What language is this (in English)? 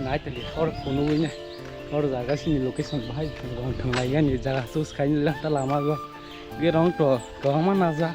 Kok Borok